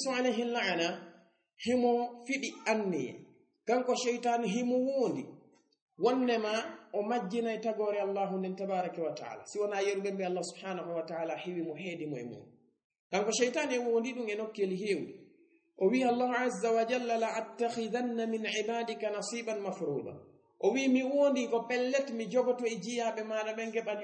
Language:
Fula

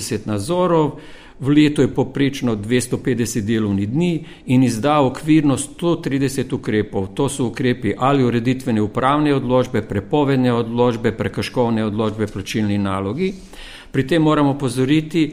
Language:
Slovenian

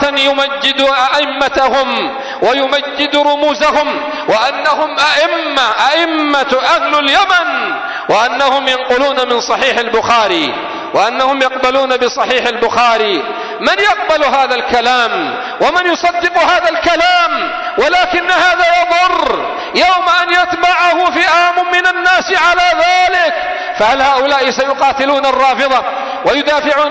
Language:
Arabic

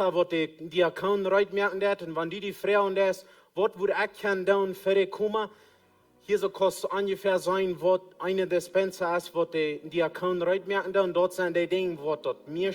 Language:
Plautdietsch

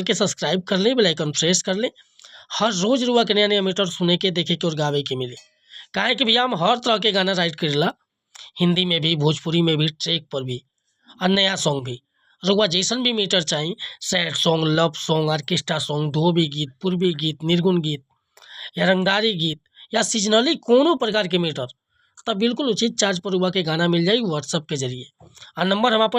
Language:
Bhojpuri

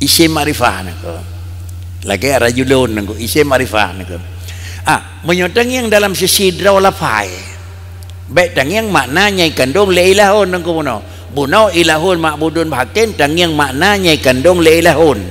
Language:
Achinese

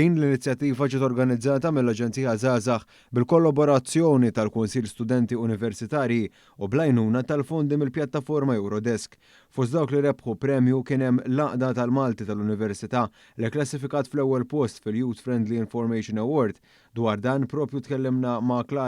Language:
Maltese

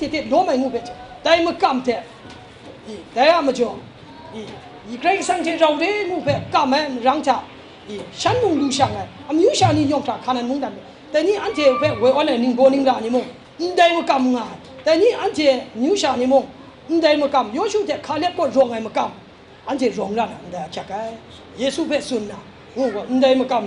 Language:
Kachin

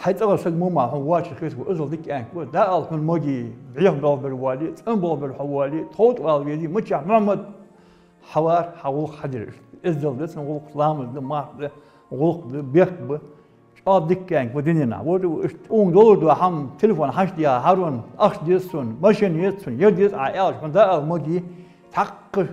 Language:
Ingush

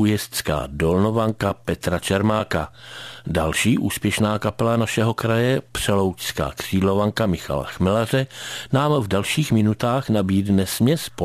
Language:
Czech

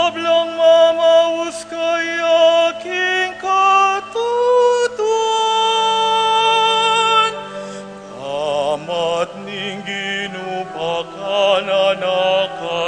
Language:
Pampanga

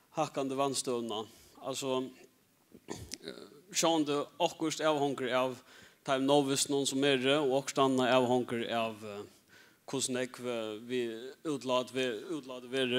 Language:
Faroese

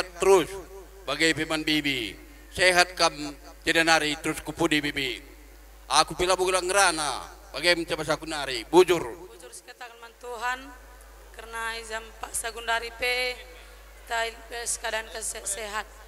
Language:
Batak Karo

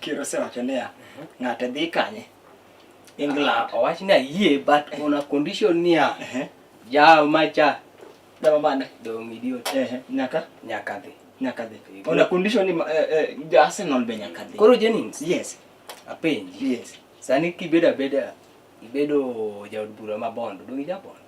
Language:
Luo (Kenya and Tanzania)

